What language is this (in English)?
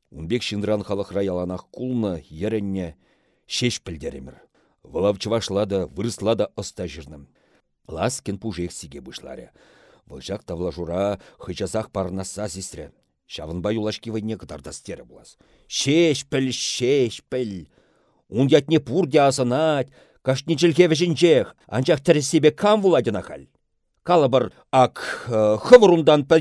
Chuvash